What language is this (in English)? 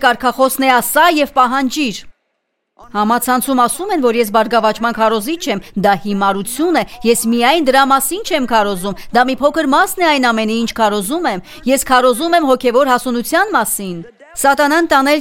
Armenian